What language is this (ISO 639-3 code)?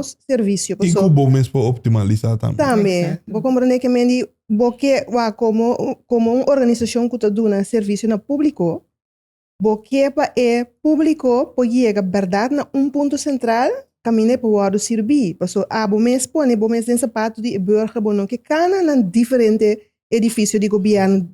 pap